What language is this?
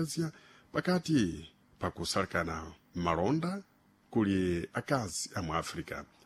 Sena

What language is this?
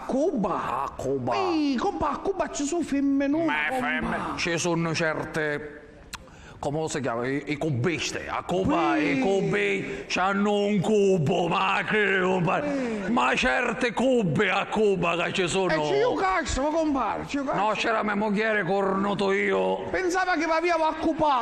Sicilian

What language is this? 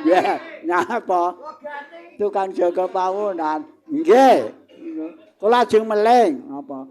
Javanese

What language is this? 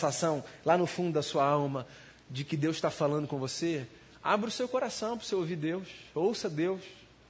Portuguese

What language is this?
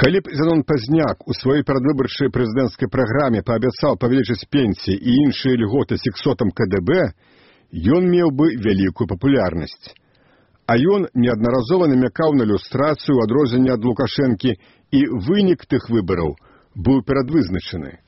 Belarusian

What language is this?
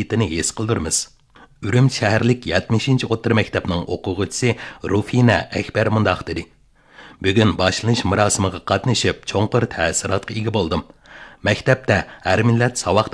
Uyghur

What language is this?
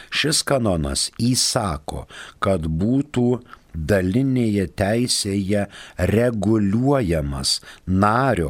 Lithuanian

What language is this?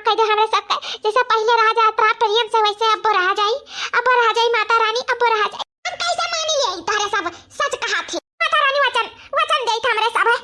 Awadhi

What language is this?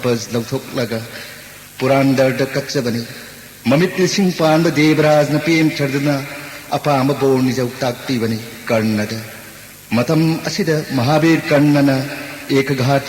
Manipuri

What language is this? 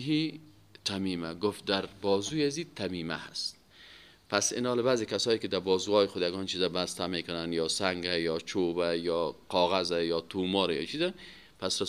Persian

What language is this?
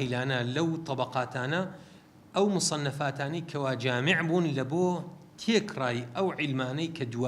Central Kurdish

